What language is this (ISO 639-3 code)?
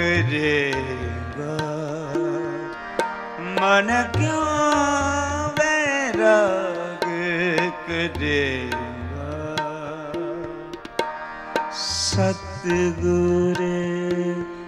pan